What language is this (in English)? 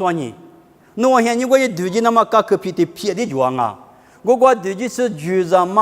Lisu